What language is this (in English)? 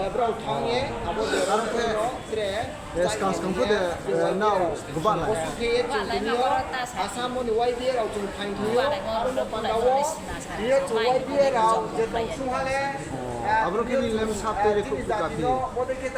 Riang (India)